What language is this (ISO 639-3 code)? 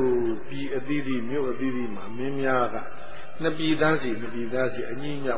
mya